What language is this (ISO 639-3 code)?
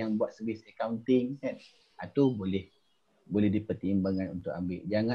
msa